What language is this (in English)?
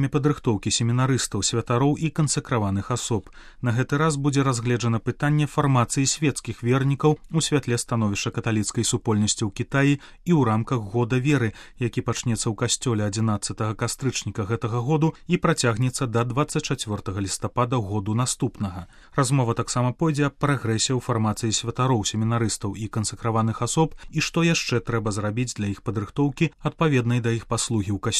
Belarusian